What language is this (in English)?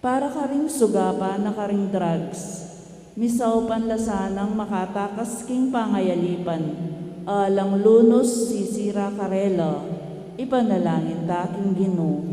Pampanga